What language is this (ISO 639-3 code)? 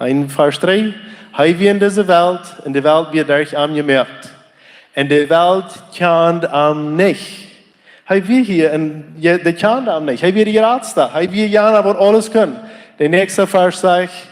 pdt